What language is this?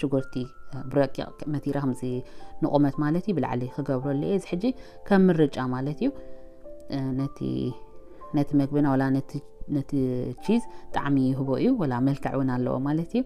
Tigrinya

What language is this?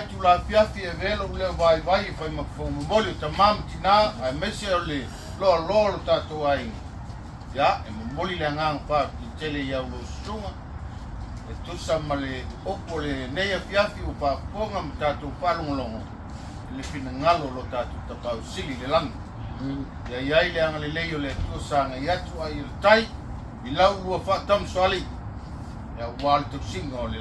Samoan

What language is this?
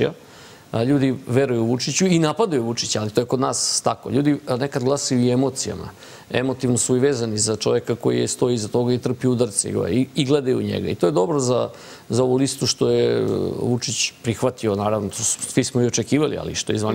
Serbian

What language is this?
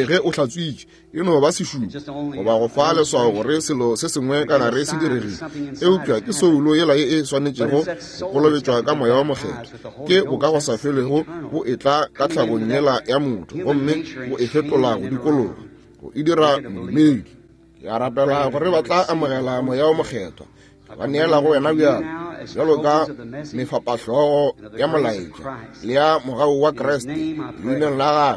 Northern Sotho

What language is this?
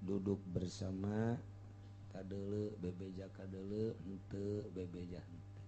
Sundanese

